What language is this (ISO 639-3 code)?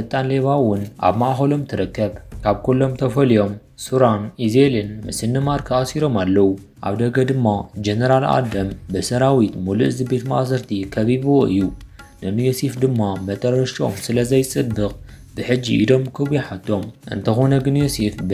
tir